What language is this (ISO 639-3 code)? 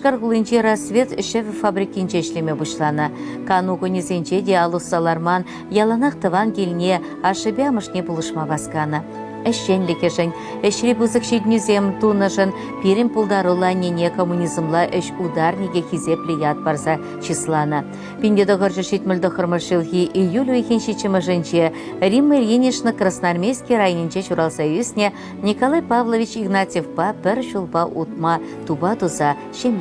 chv